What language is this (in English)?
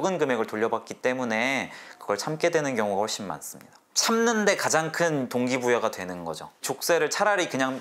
Korean